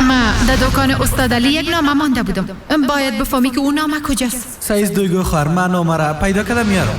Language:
Persian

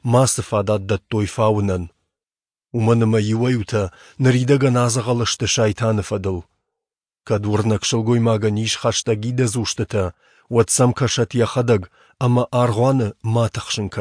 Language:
Ossetic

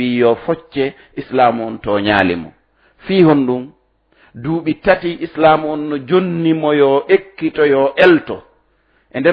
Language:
Fula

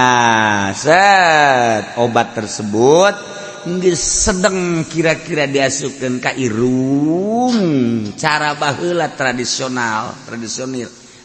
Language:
Sundanese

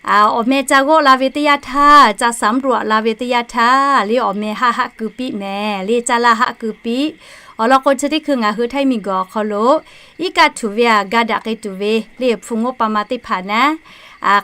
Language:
Lahu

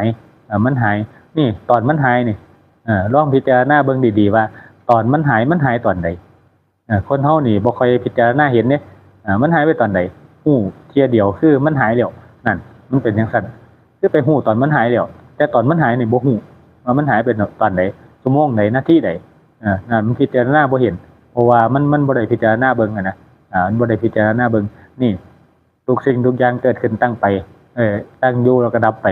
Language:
Northeastern Thai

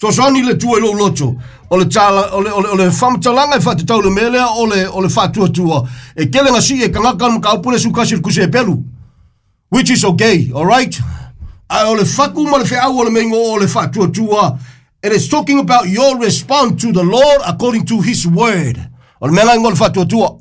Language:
Samoan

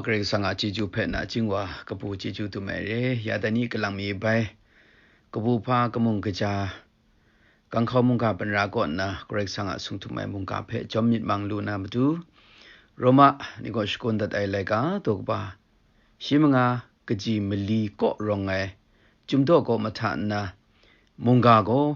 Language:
Kachin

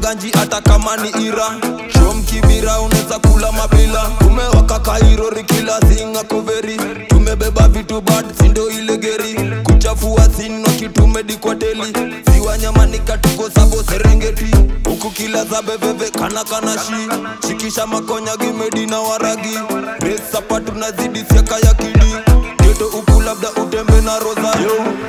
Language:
Swahili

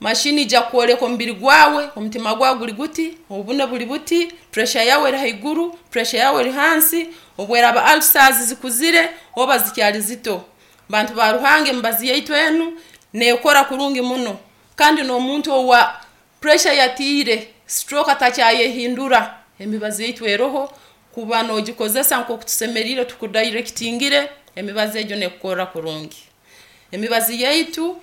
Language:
Nyankole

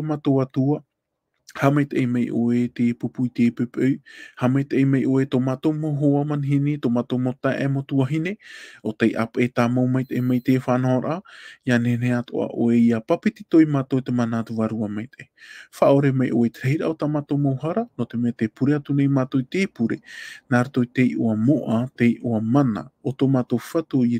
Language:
Tahitian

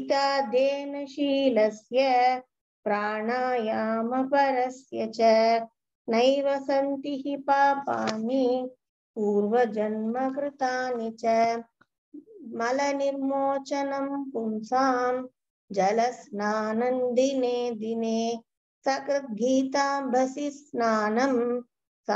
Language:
Sanskrit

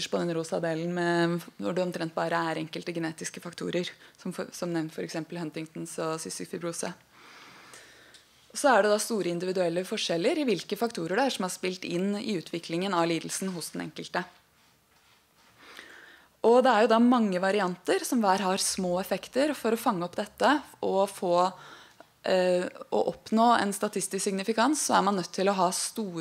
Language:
Norwegian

